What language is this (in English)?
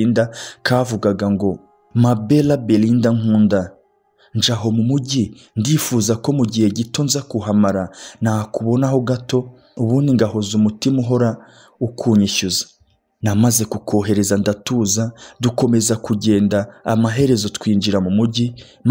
Kinyarwanda